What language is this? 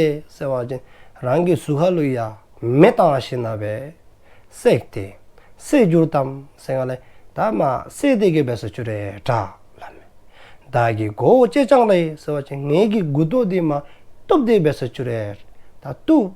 Dzongkha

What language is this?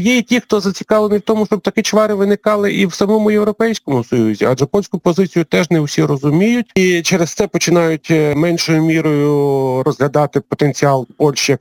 Ukrainian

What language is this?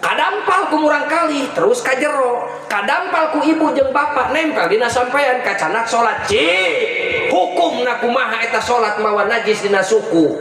Sundanese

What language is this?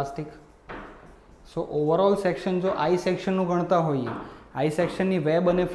Gujarati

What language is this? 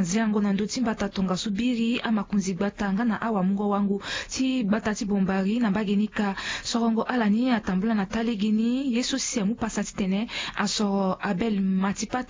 Sango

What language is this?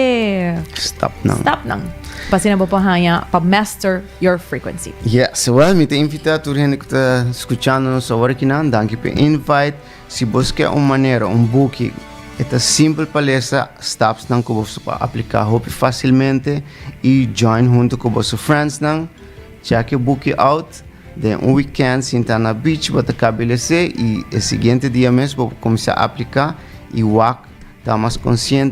Papiamento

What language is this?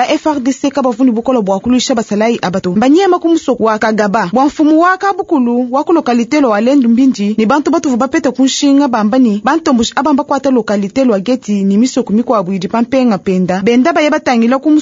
Luba-Lulua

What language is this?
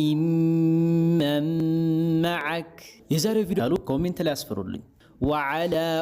Amharic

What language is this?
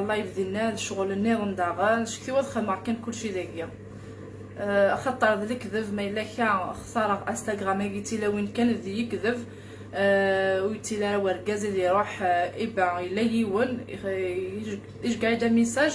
Kabyle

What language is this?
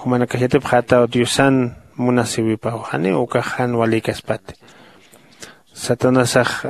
Aymara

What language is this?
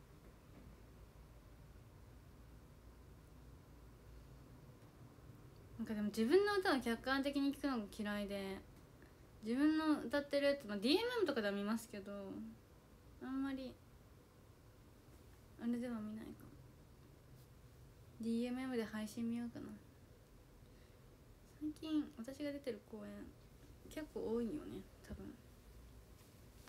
Japanese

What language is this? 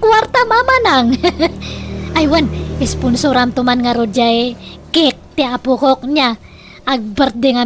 Iloko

